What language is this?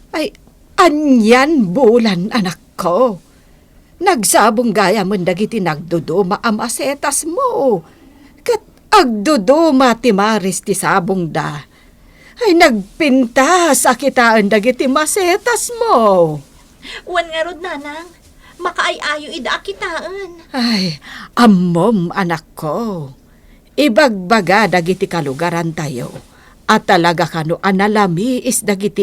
Iloko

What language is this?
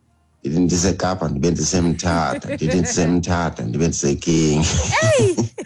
Xhosa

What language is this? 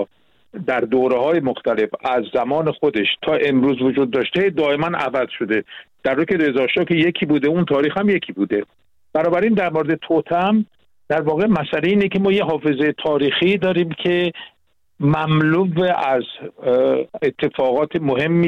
Persian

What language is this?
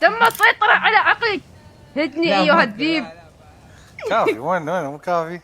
Mesopotamian Arabic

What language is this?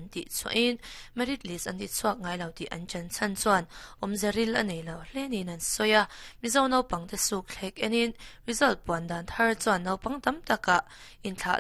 Mizo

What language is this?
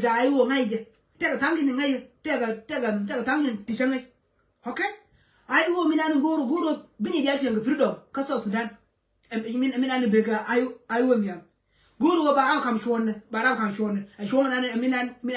Nuer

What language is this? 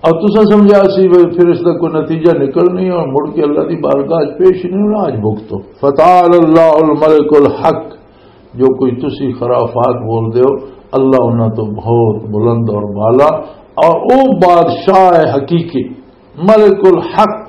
Western Panjabi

